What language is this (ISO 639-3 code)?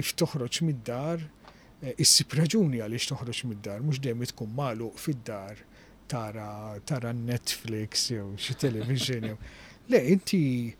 mlt